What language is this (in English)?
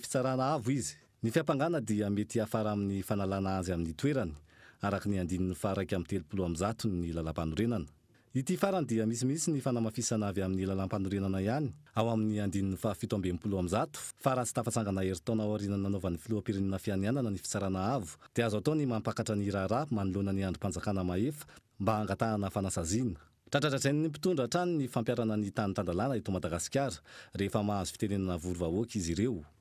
Malagasy